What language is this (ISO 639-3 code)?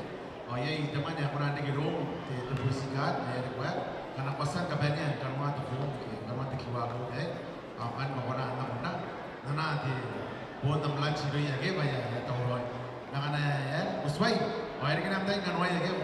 gil